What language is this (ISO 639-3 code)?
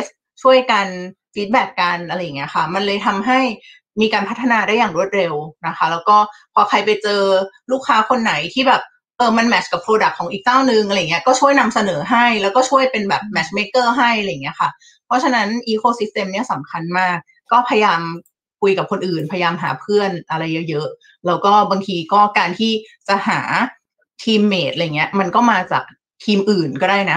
tha